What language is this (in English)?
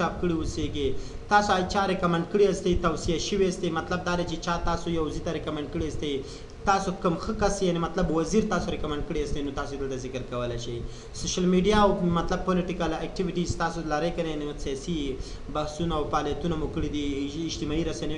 Pashto